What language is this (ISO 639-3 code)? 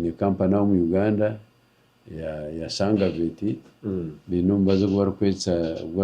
nyn